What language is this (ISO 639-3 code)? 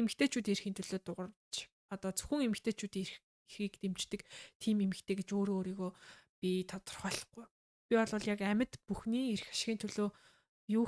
mon